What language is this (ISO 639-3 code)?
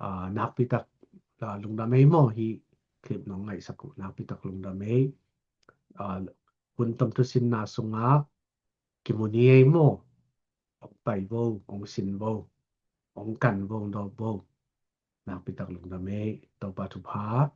ctd